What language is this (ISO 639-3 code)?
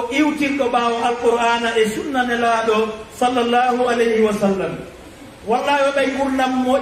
ful